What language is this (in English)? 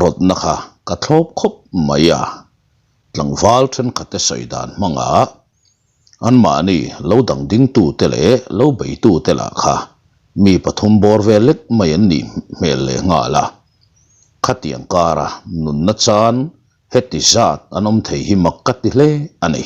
Mizo